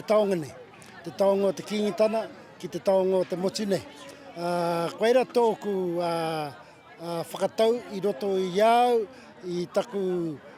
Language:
Māori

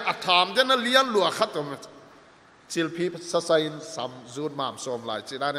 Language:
Paite Chin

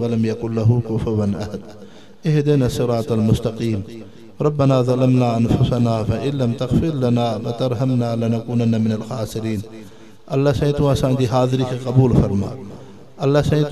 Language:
Sindhi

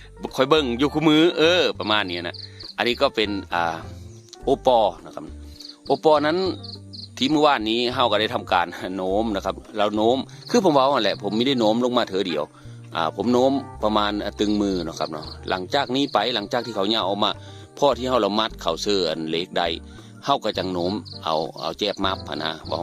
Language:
Northeastern Thai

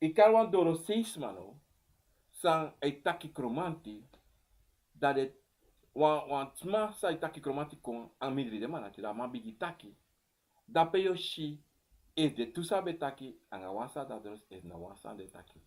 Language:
Sranan Tongo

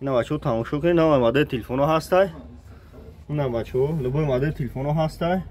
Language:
Tajik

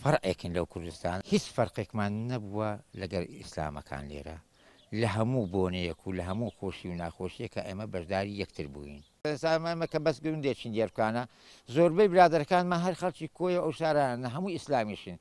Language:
Central Kurdish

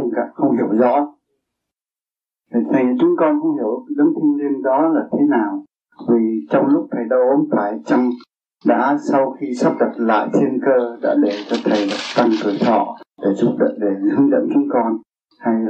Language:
Vietnamese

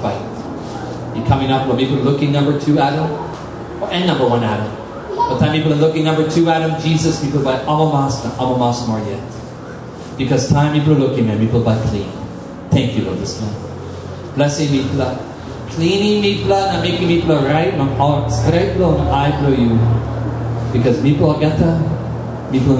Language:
Tok Pisin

